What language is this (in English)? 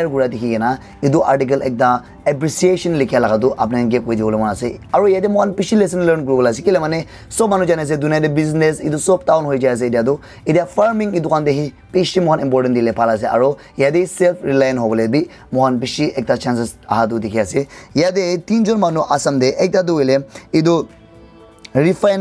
Naga Pidgin